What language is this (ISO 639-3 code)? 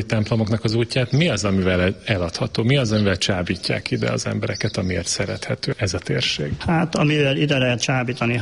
hun